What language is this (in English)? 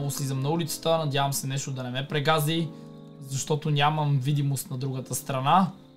Bulgarian